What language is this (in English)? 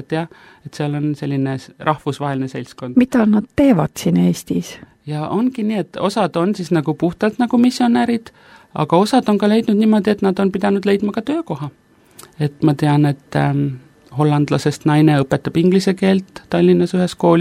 Estonian